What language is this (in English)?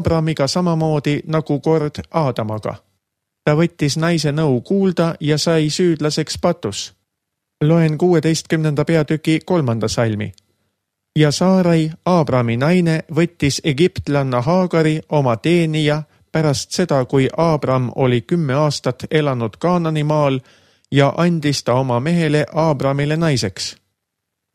Estonian